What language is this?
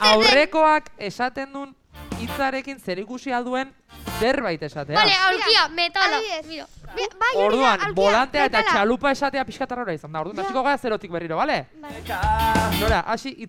Basque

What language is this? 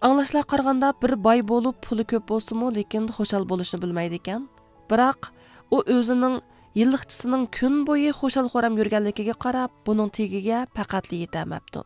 Uyghur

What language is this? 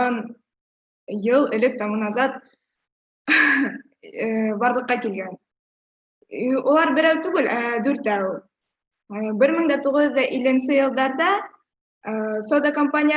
Bashkir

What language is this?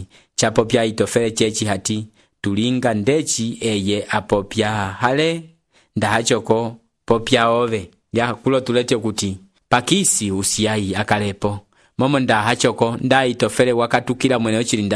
Umbundu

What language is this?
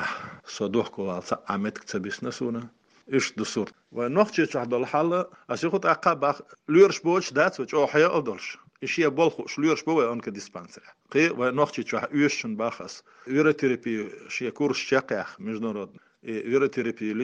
Chechen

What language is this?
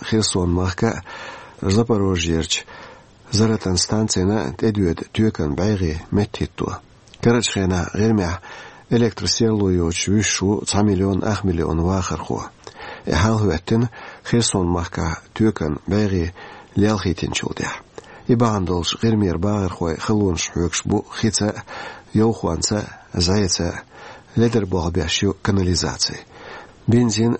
Chechen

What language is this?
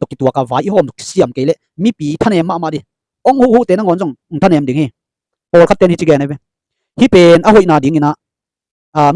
Tedim Chin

